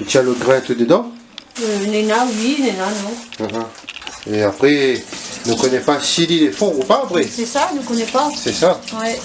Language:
Réunion Creole French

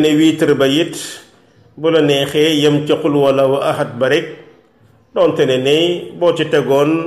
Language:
Wolof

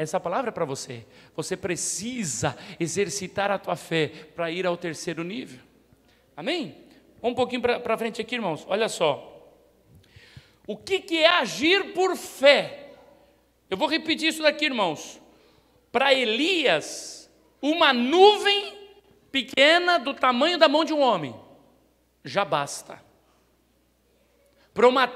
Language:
Portuguese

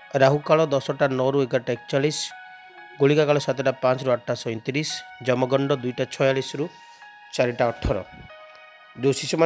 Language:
Odia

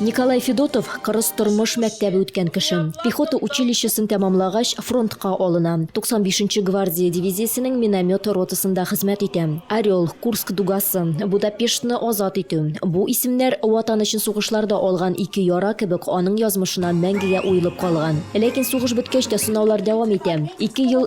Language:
Tatar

